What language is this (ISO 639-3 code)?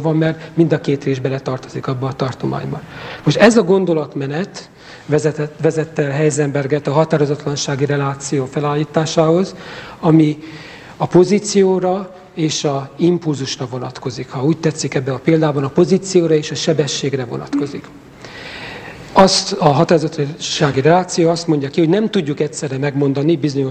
hun